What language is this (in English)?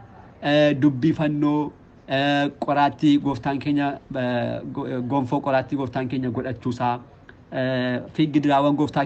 Oromo